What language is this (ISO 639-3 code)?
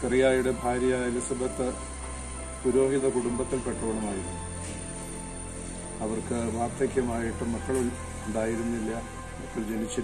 mal